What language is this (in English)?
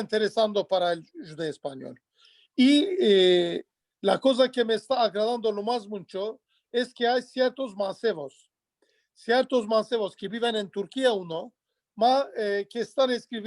Ladino